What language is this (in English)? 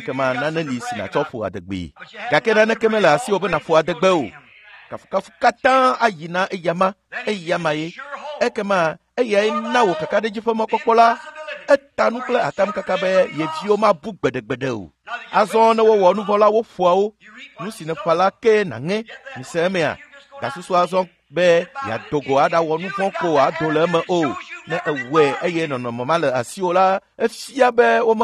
Ewe